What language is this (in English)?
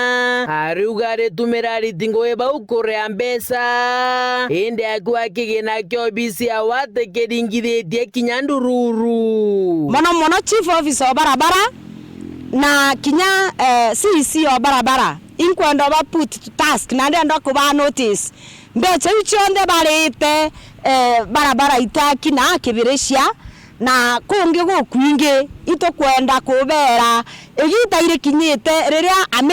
Meru